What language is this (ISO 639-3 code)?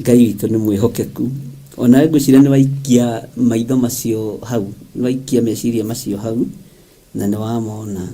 kik